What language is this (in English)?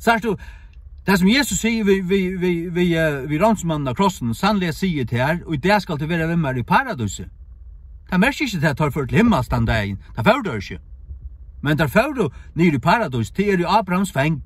Faroese